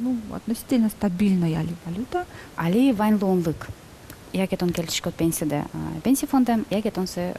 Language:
Udmurt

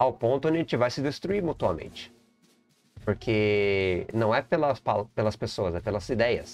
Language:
Portuguese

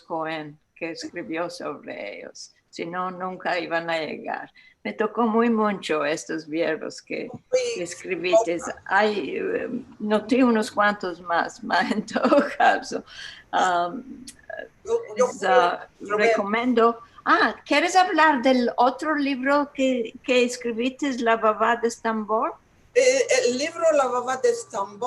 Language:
Ladino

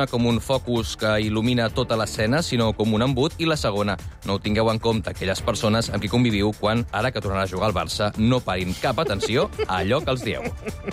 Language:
Catalan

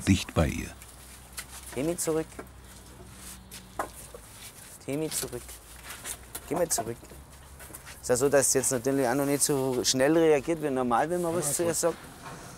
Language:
German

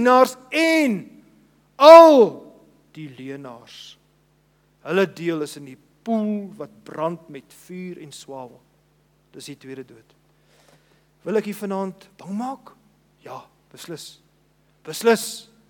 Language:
Afrikaans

